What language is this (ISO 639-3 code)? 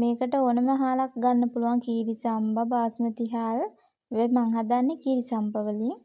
sin